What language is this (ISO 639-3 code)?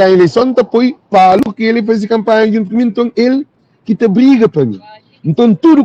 kea